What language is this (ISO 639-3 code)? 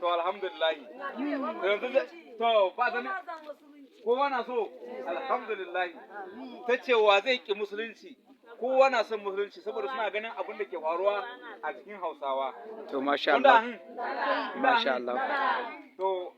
hau